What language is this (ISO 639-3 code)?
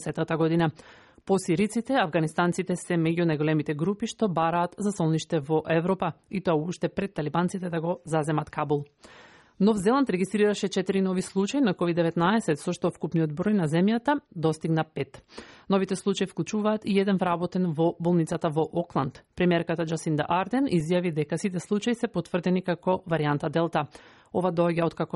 mkd